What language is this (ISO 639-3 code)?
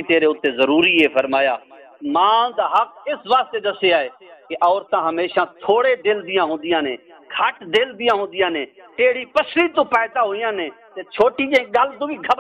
skr